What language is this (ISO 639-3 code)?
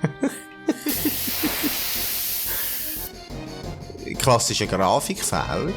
gsw